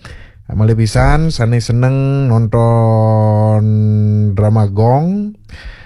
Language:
Balinese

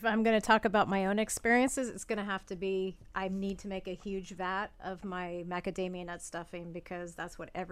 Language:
English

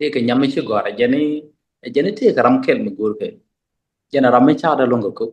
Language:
Nuer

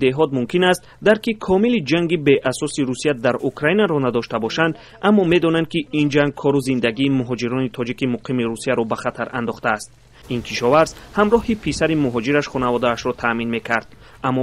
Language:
Tajik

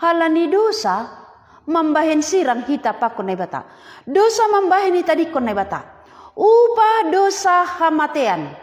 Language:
Batak Simalungun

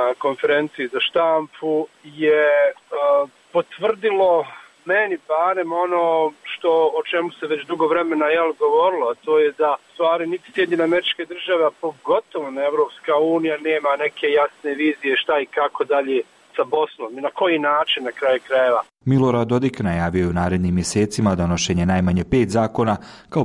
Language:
Bosnian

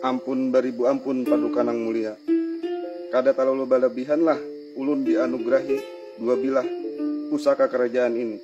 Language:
Banjar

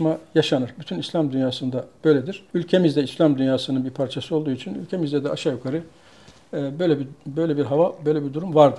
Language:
Turkish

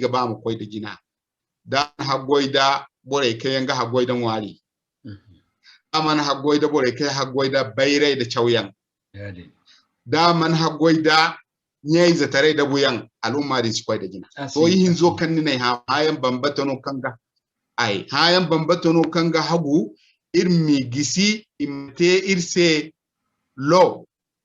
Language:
Zarma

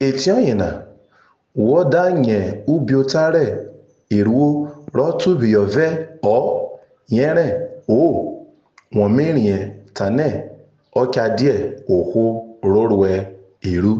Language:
Urhobo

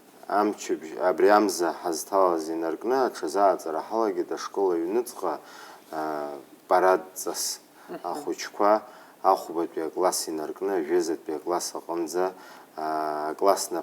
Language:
Abkhazian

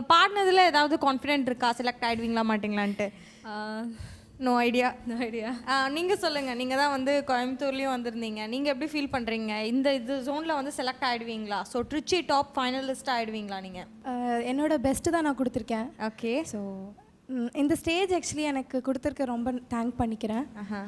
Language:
Tamil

